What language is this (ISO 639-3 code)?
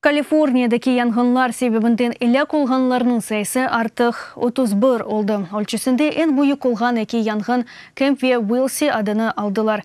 crh